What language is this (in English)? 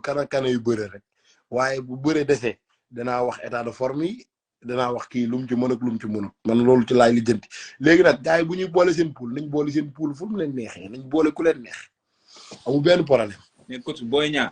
Wolof